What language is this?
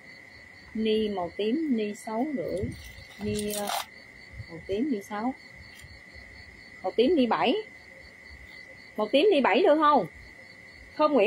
Vietnamese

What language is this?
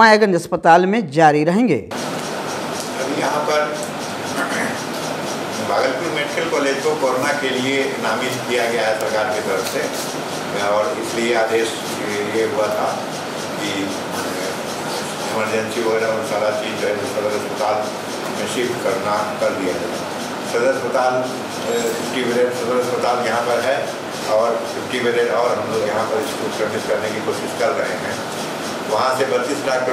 Hindi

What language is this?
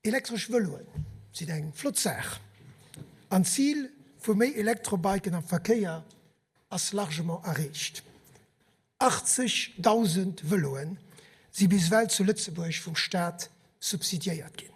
Luxembourgish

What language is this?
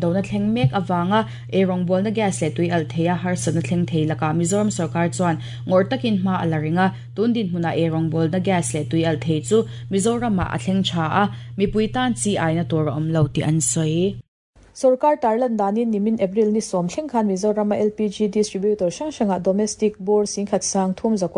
Mizo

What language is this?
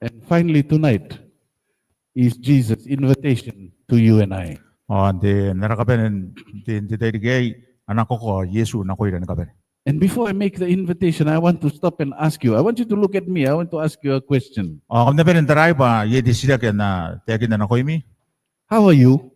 Gilbertese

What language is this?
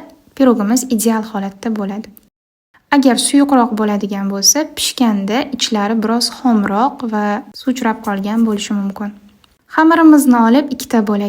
Uzbek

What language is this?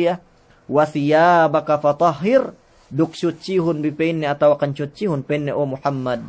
Yakan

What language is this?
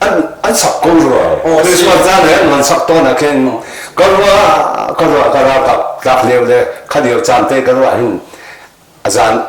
Hakha Chin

